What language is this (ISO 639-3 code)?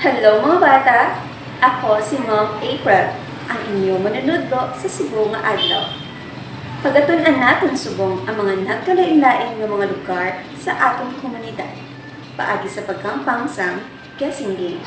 hil